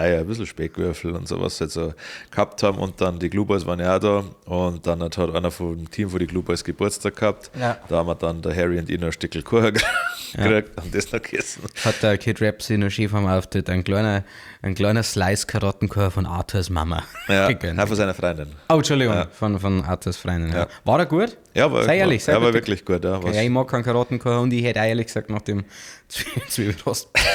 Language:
Bavarian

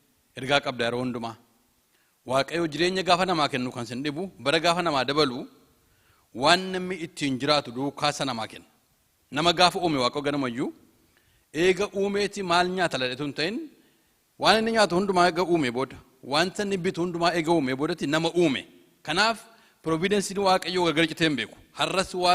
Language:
Oromo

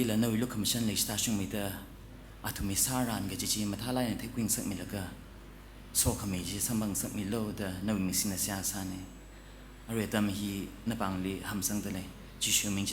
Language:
Tangkhul Naga (India)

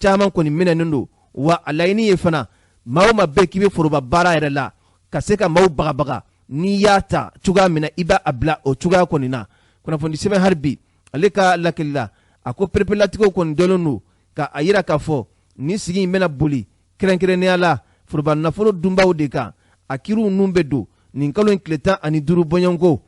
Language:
Bambara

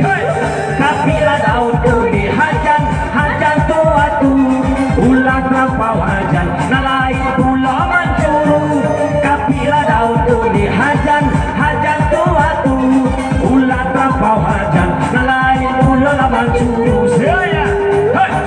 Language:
Minangkabau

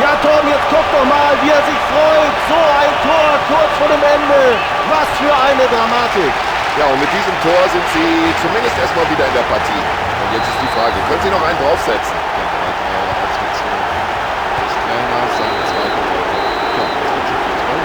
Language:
Bavarian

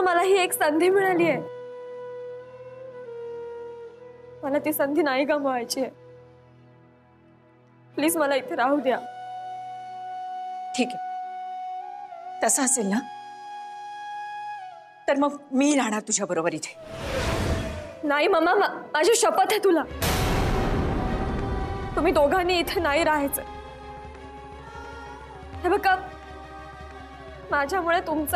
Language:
Marathi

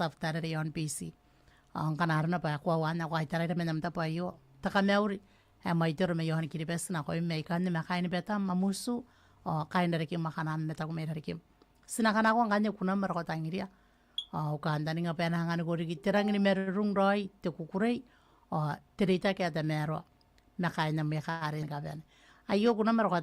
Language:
Gilbertese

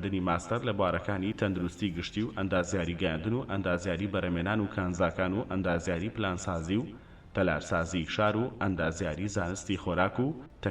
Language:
Central Kurdish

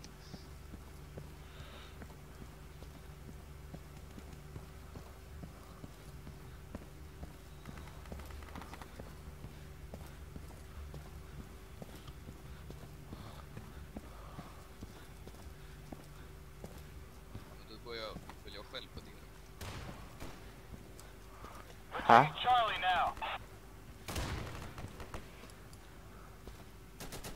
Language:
Swedish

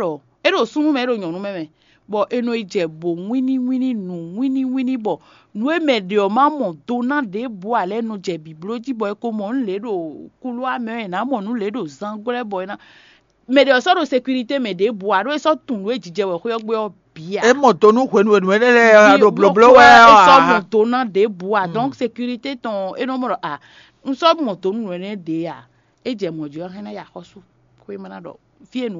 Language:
Fon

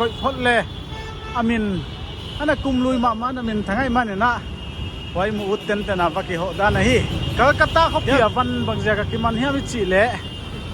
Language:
Paite Chin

